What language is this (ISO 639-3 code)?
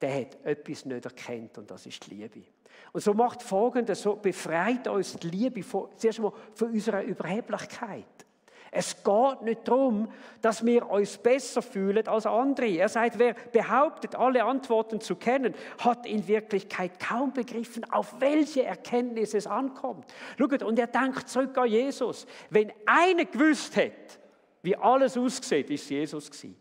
gsw